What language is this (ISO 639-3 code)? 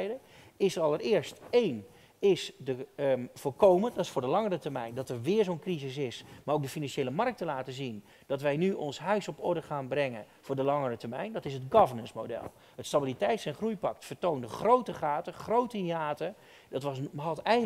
nld